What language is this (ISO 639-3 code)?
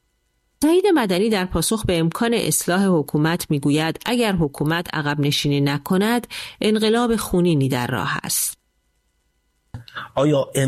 fas